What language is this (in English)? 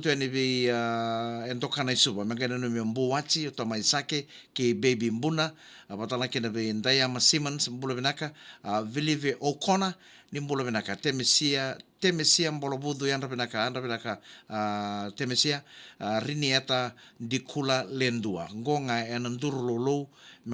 Fijian